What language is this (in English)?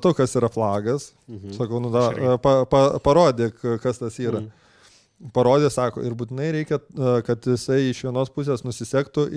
Lithuanian